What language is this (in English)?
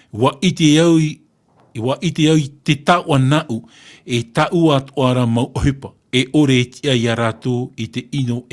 Tahitian